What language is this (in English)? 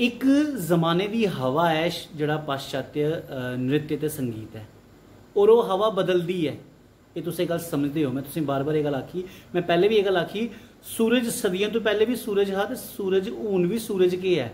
Dogri